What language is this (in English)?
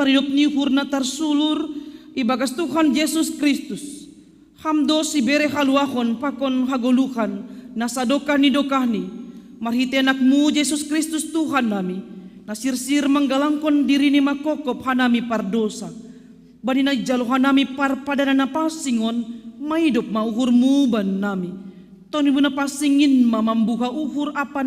Batak Simalungun